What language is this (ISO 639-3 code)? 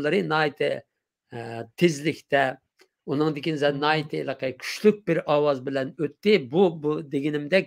uig